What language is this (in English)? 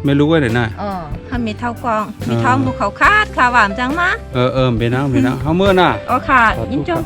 Shan